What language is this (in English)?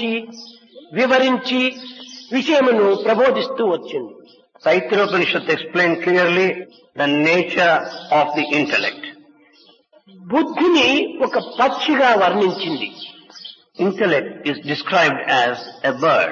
Telugu